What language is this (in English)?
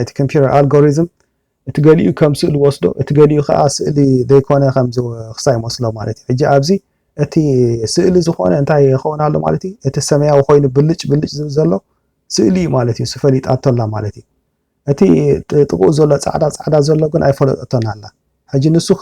Tigrinya